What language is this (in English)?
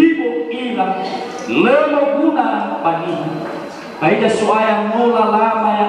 Nias